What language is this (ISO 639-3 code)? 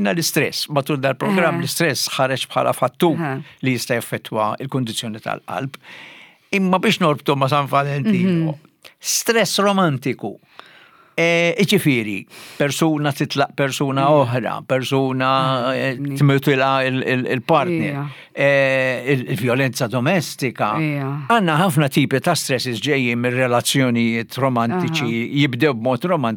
mlt